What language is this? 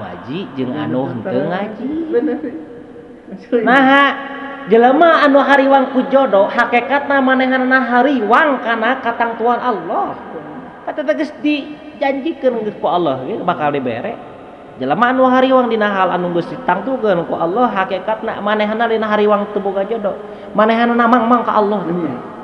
Sundanese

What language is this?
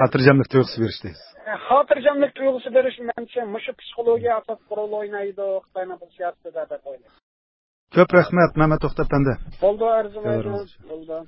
Uyghur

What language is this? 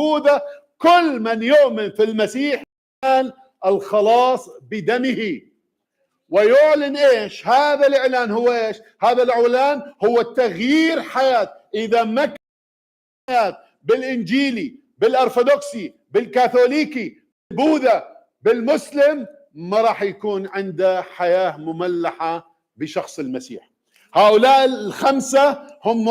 Mesopotamian Arabic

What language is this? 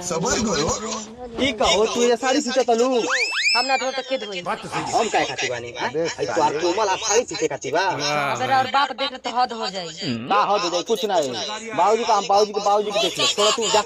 Awadhi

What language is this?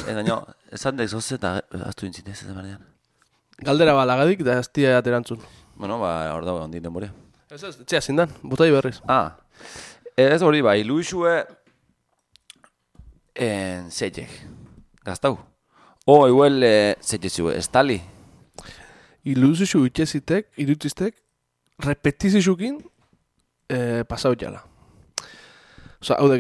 Basque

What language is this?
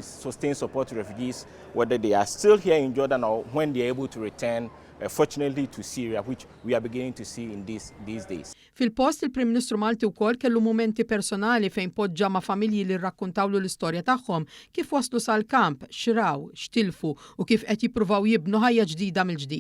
Maltese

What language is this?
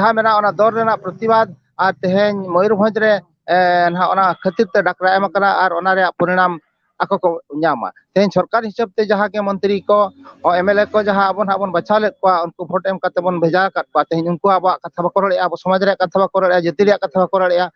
Santali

